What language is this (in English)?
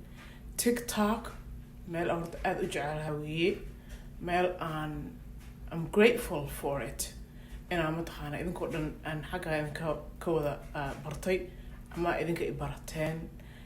Somali